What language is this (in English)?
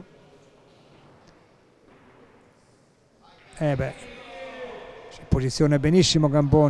Italian